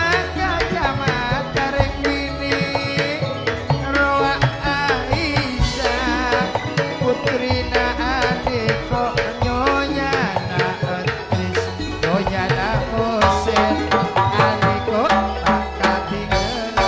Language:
Madurese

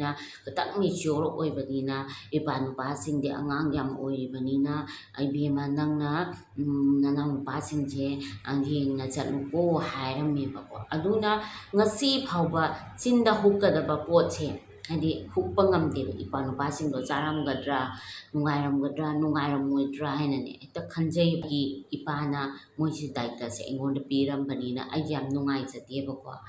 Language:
Manipuri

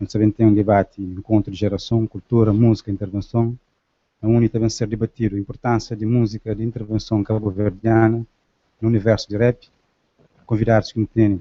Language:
Kabuverdianu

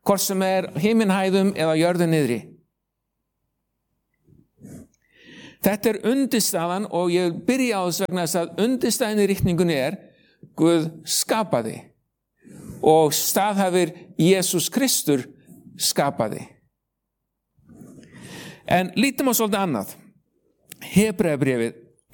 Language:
Icelandic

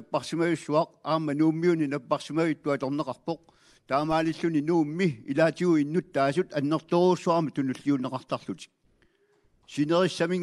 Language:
Kalaallisut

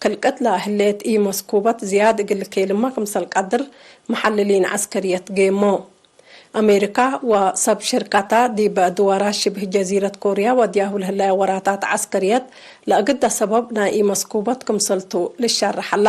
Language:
Tigre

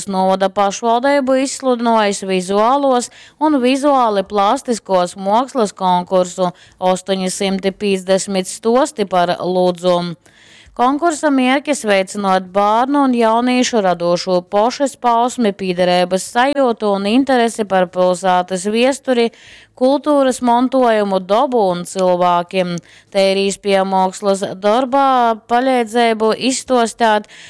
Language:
Latgalian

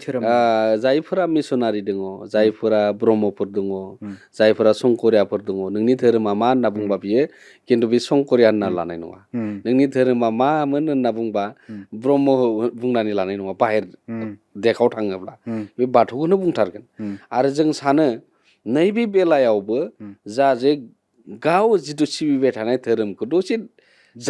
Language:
Bodo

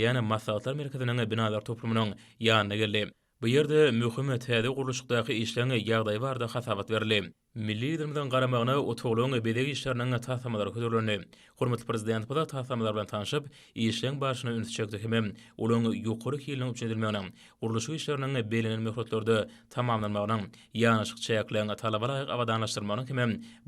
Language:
Turkmen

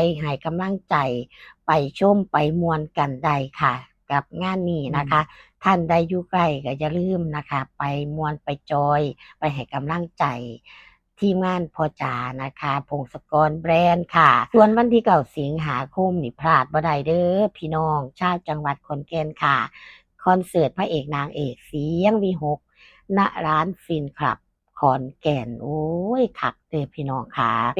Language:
Northeastern Thai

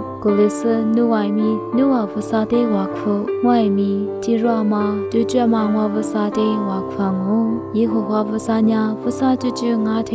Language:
Lisu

